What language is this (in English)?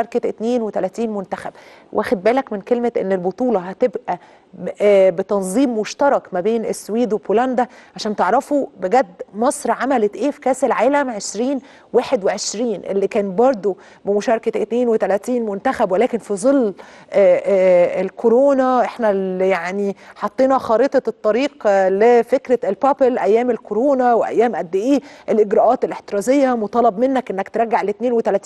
Egyptian Arabic